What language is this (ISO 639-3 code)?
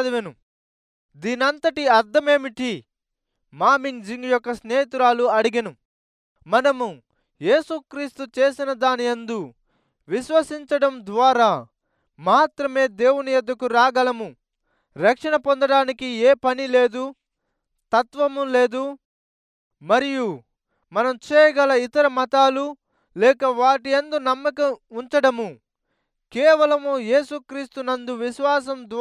tel